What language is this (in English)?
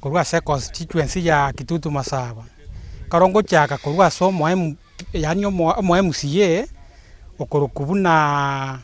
Gusii